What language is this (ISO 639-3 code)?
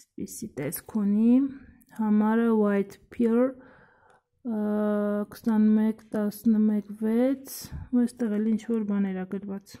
hye